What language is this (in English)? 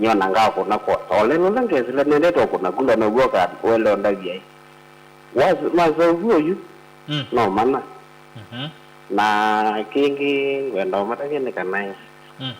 Kamba